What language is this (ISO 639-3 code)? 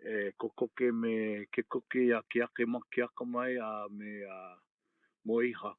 haw